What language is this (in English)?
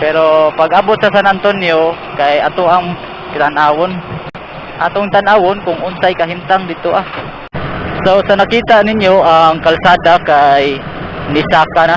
Cebuano